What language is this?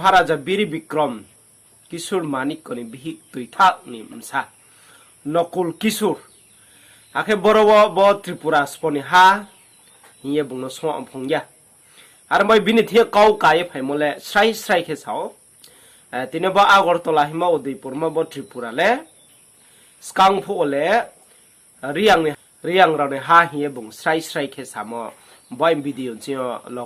Riang (India)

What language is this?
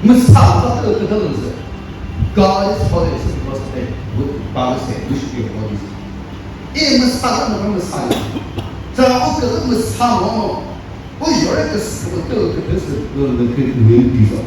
Chokri Naga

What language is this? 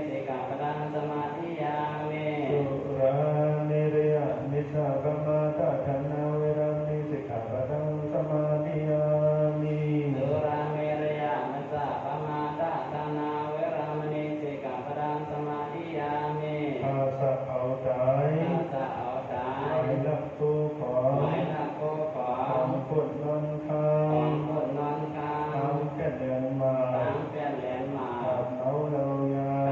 Shan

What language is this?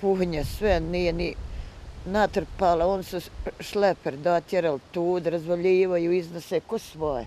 Bosnian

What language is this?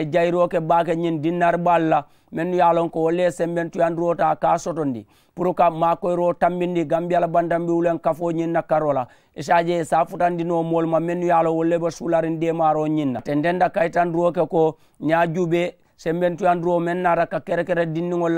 Mandingo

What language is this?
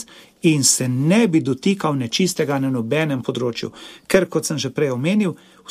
Slovenian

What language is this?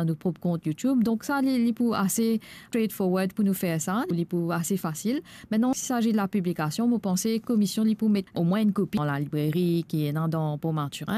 Morisyen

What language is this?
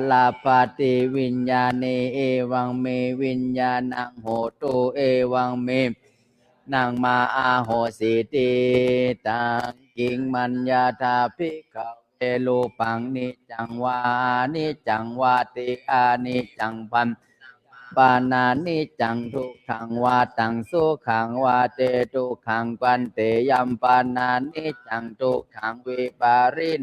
Pali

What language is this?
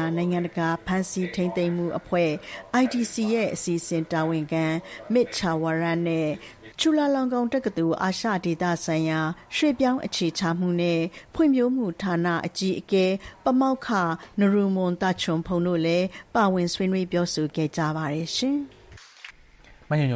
Burmese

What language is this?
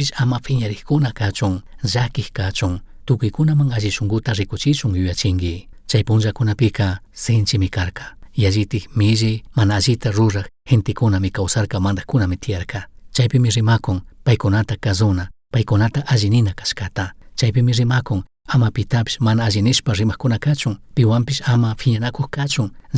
Chimborazo Highland Quichua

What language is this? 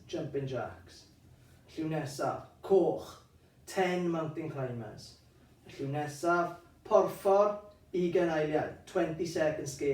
Welsh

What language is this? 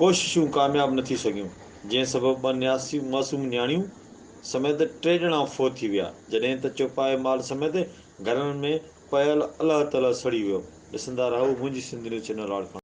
Sindhi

